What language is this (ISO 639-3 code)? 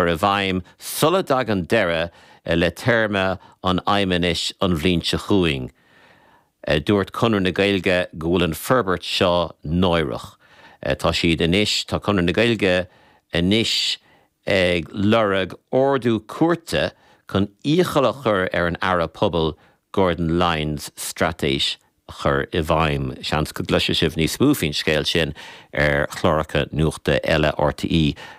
gle